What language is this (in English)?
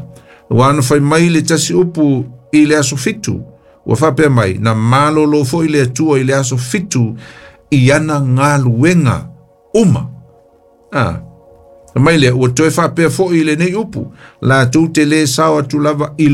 Samoan